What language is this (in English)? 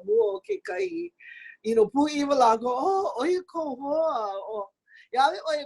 Hawaiian